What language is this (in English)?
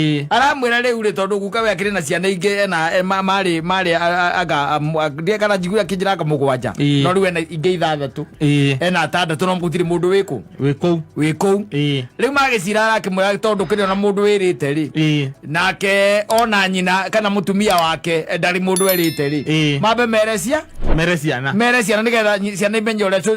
Kikuyu